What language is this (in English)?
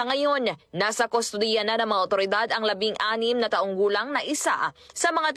Filipino